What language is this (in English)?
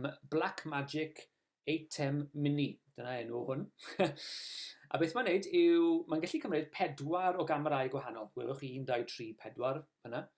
Welsh